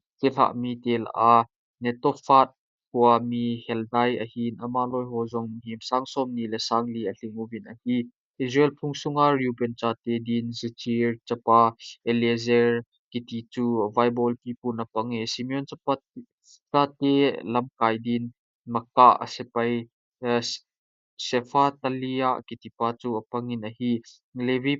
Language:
Thado Chin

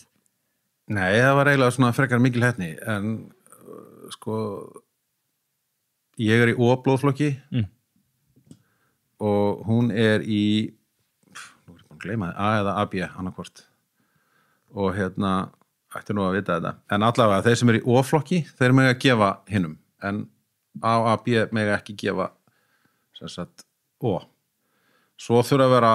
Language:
Icelandic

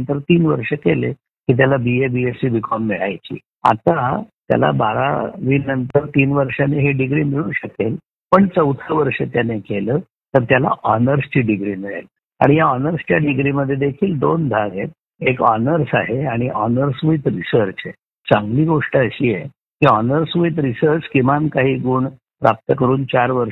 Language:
Marathi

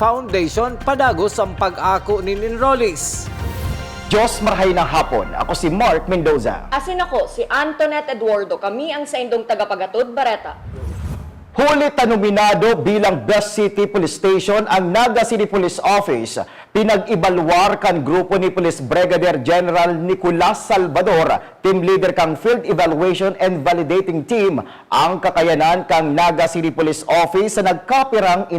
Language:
Bikol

